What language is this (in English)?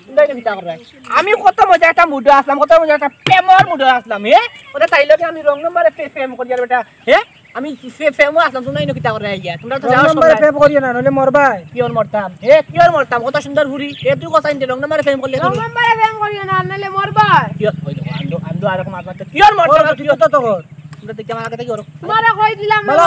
Sylheti